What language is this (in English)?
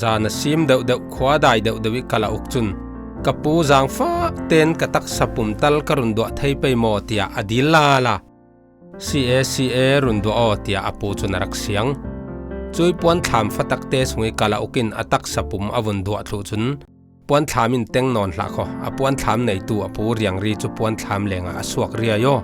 Falam Chin